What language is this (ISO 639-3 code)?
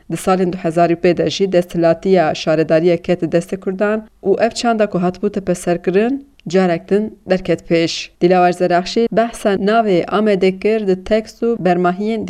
kur